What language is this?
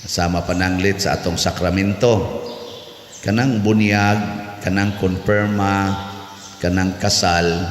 Cebuano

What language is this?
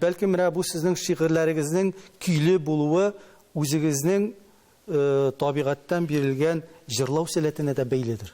Tatar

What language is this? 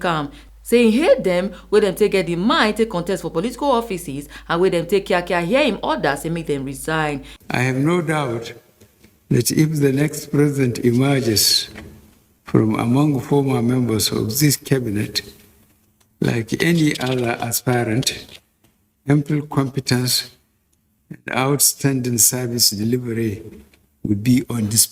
Nigerian Pidgin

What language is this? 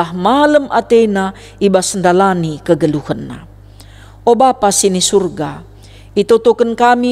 Batak Karo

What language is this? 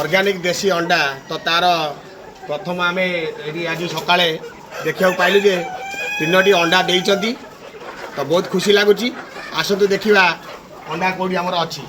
Odia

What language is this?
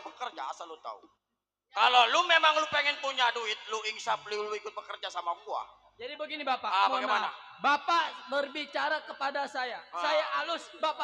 Betawi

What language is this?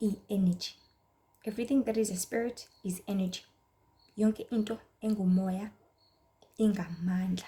Zulu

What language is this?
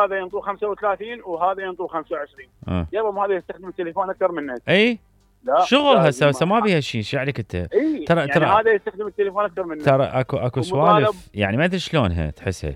Mesopotamian Arabic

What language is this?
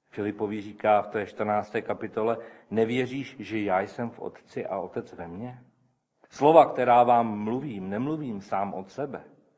Czech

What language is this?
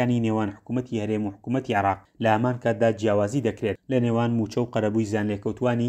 Central Kurdish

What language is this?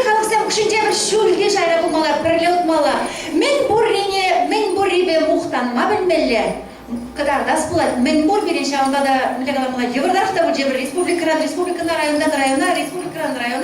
Chuvash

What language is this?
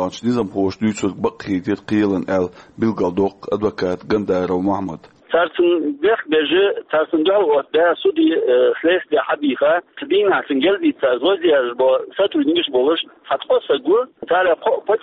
Chechen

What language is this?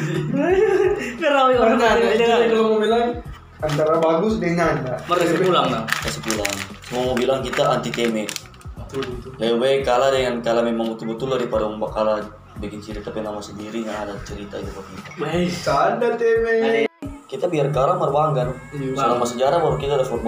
Manado Malay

